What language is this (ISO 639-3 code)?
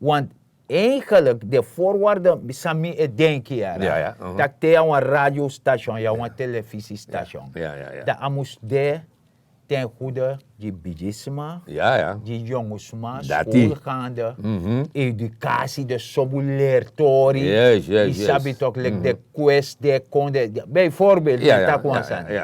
srn